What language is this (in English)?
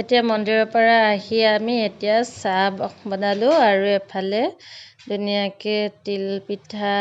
Assamese